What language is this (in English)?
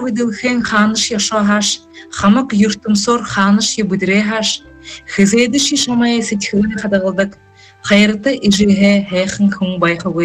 Buriat